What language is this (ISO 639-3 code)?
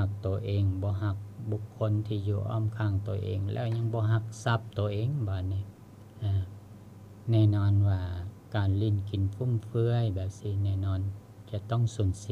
lao